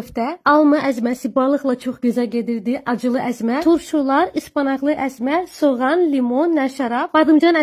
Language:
Azerbaijani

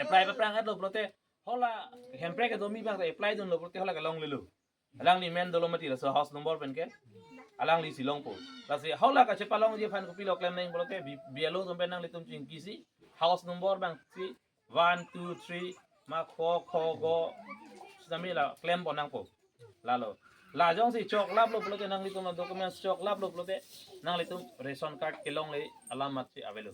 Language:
Karbi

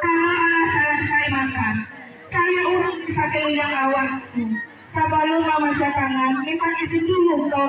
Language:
Minangkabau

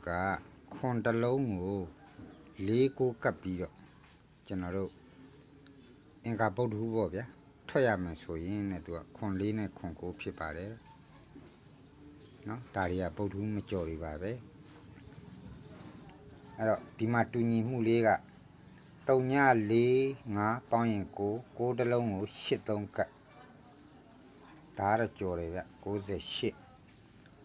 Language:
Burmese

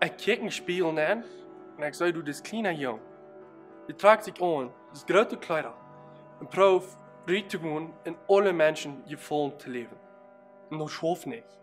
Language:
Plautdietsch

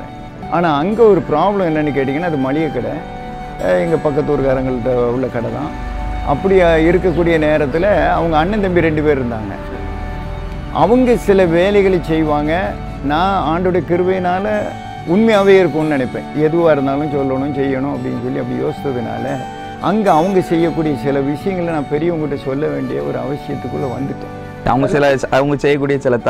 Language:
Tamil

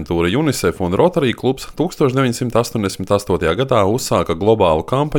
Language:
Latvian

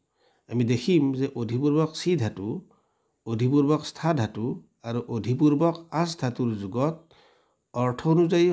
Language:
Assamese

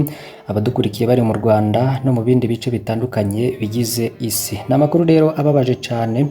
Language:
Kinyarwanda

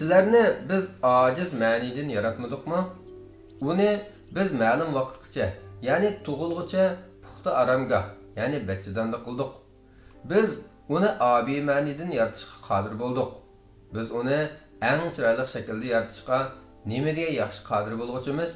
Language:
Uyghur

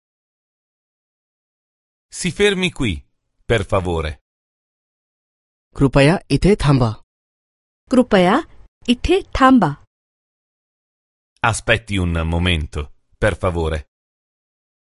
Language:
Marathi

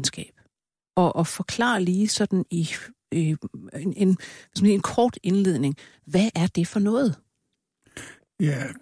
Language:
Danish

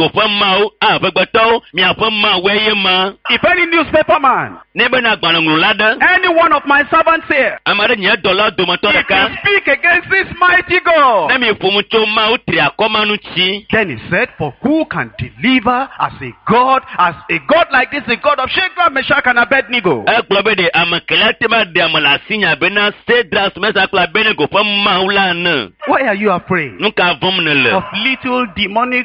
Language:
Ewe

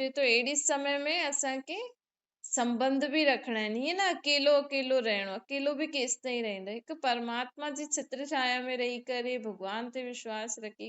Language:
Sindhi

